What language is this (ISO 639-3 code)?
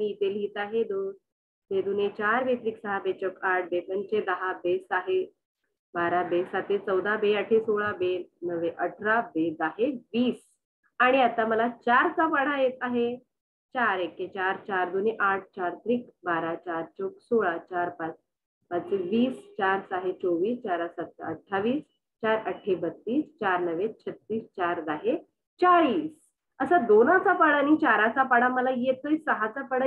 mar